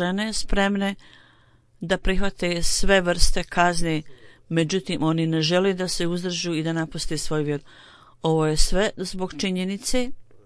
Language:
Bosnian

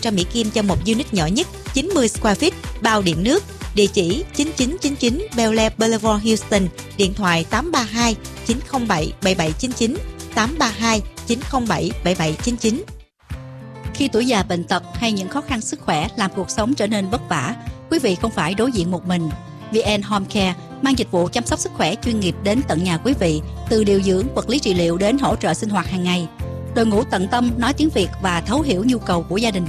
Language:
Vietnamese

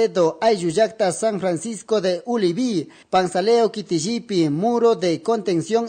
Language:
Chimborazo Highland Quichua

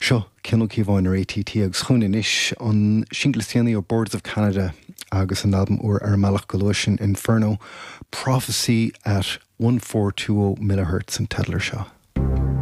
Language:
Irish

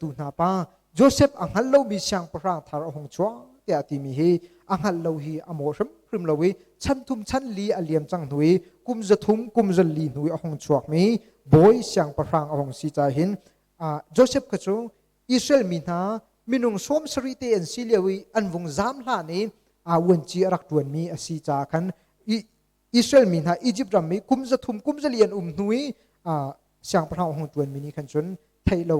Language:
Hakha Chin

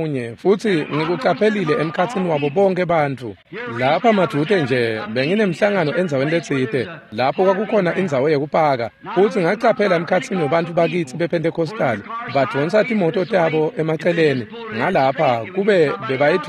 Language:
Swati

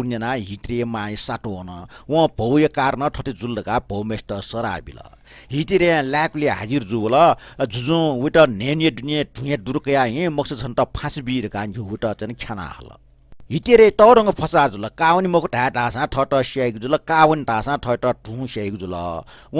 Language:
Newari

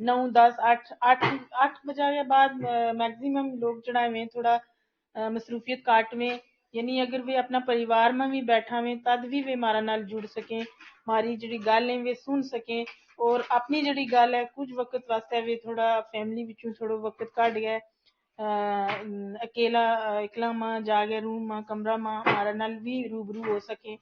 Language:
Gujari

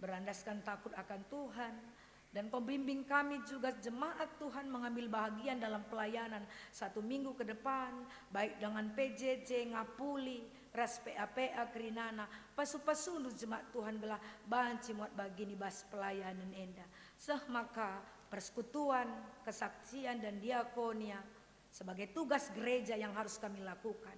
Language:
Batak Karo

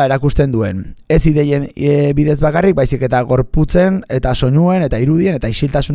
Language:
Basque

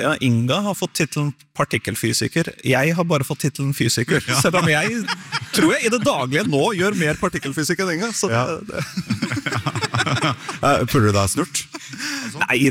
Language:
Norwegian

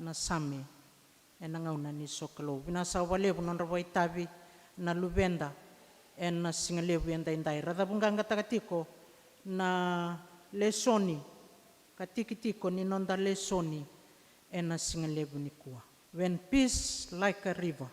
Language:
Fijian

